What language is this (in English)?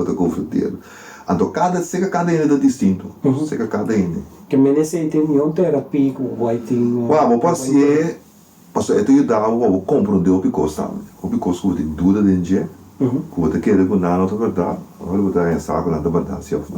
Papiamento